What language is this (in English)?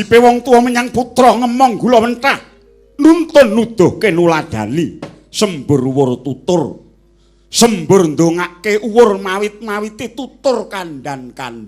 Javanese